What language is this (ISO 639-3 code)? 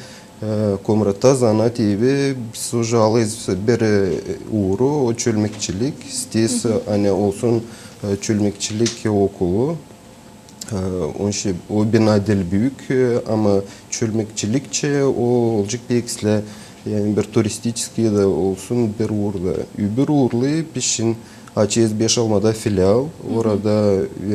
gag